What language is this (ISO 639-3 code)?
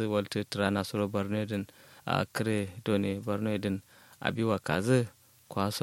kau